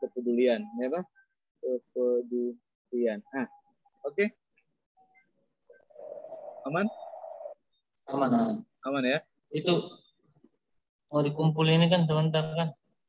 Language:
Indonesian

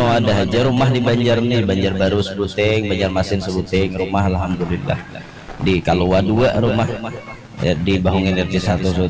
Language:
Banjar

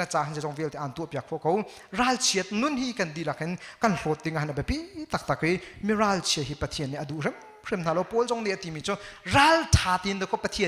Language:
Hakha Chin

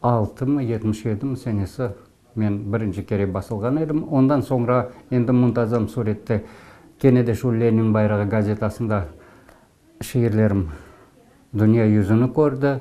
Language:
Crimean Tatar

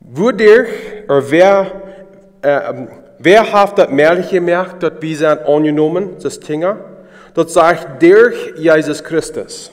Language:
Plautdietsch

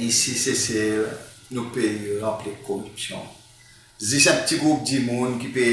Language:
Seselwa Creole French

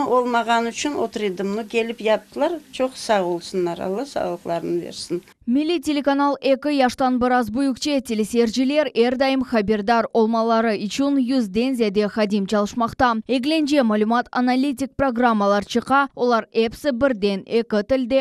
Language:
Crimean Tatar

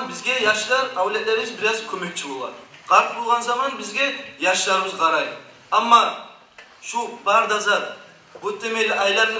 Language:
Kumyk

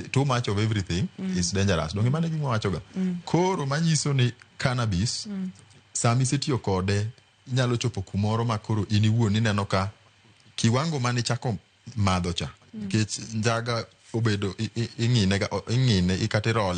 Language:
Luo (Kenya and Tanzania)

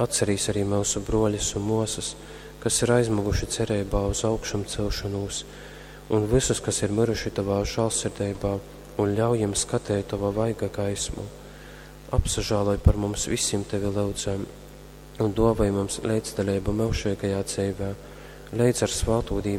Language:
Latgalian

